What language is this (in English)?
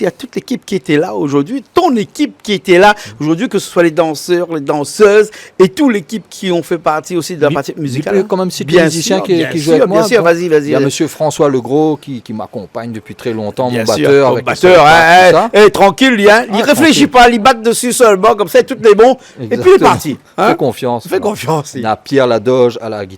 Réunion Creole French